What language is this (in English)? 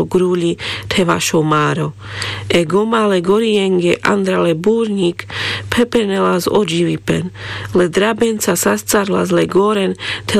Carpathian Romani